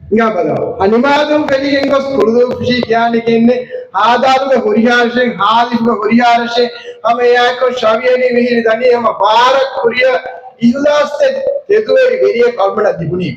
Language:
Divehi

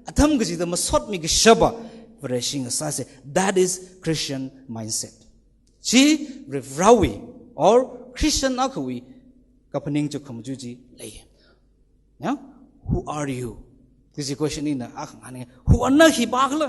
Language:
Tangkhul Naga (India)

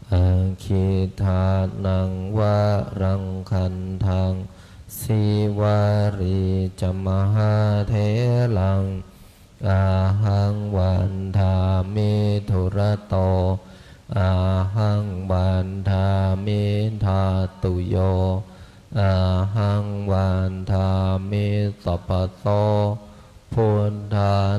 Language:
Pali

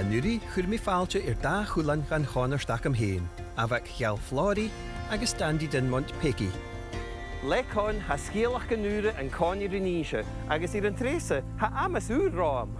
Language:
Scottish Gaelic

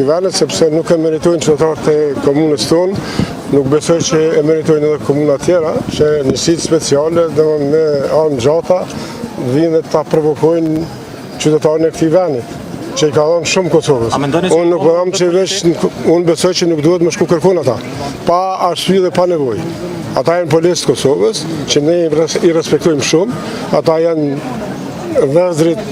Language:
Albanian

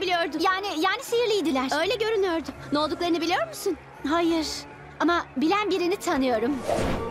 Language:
Turkish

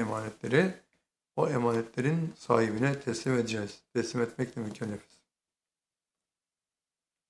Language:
Turkish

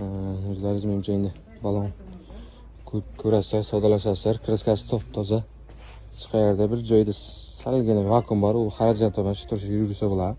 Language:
Uzbek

